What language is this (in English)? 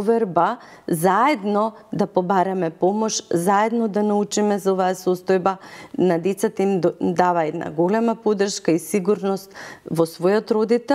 Macedonian